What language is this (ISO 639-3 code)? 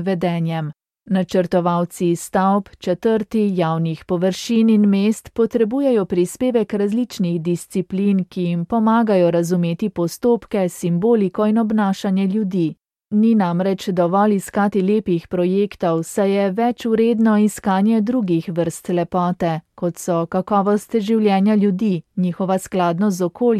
slv